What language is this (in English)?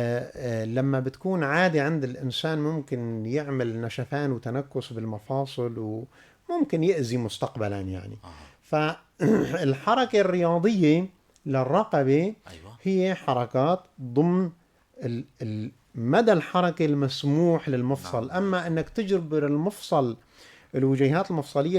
North Levantine Arabic